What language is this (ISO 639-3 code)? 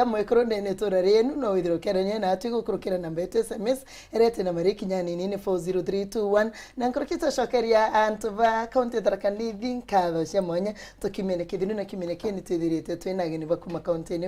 mer